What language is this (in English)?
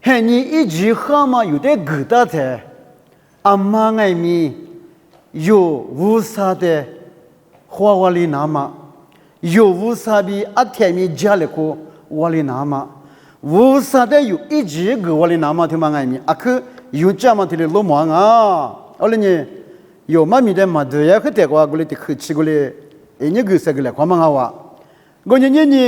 Lisu